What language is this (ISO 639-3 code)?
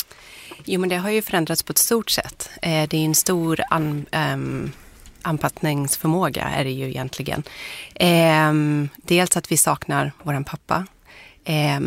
swe